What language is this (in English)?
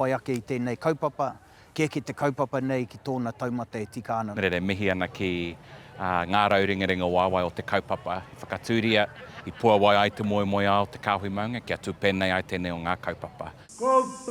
Māori